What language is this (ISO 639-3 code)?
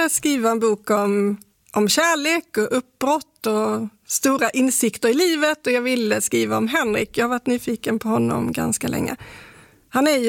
swe